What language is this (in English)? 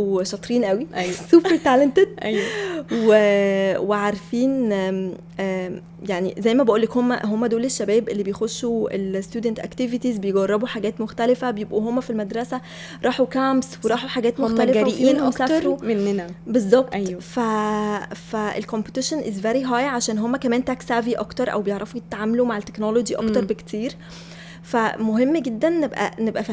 Egyptian Arabic